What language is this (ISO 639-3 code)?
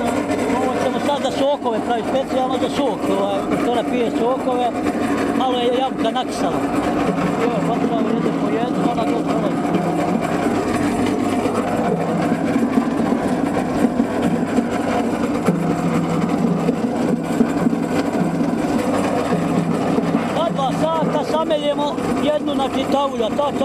bos